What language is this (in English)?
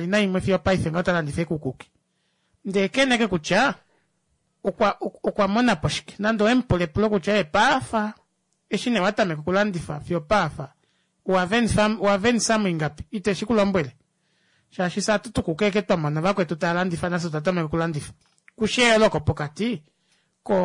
Kuanyama